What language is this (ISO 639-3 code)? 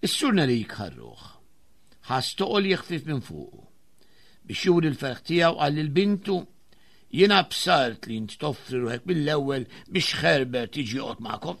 mlt